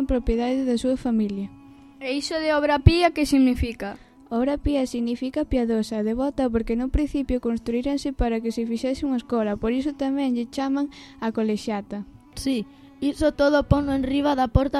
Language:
Galician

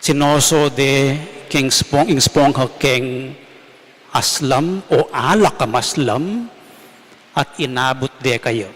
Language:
Pampanga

